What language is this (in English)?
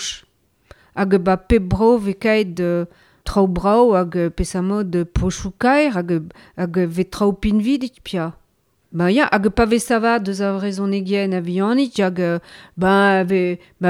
Breton